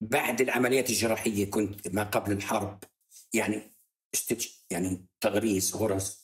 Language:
North Levantine Arabic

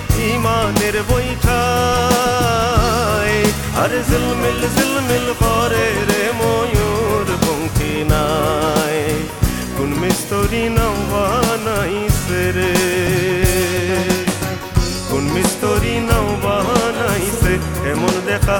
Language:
Bangla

